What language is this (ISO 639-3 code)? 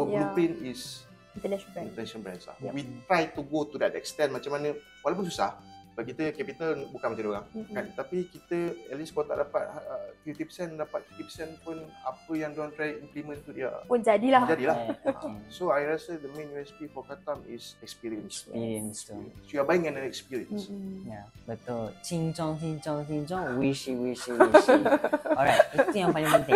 msa